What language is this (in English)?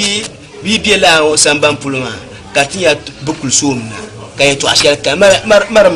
Dagbani